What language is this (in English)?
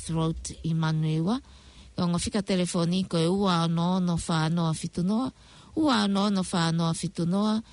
Tongan